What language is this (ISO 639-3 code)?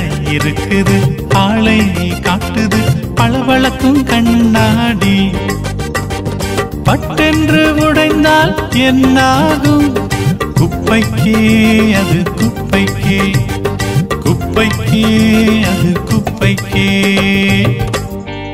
tam